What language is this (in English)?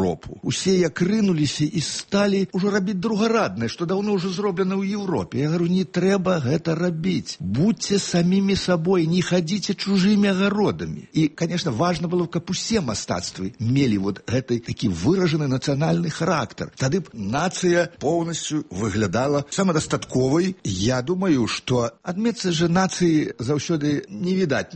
Belarusian